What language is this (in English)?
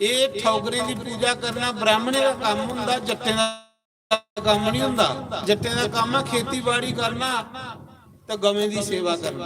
Dogri